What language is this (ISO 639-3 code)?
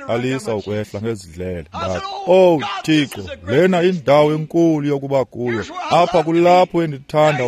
xho